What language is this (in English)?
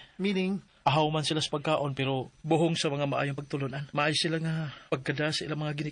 Cebuano